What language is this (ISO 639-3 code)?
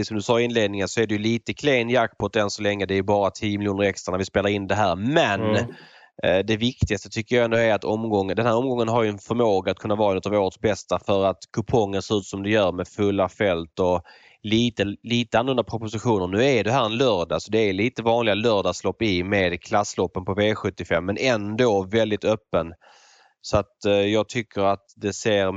swe